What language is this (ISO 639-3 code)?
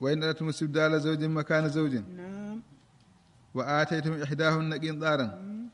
ful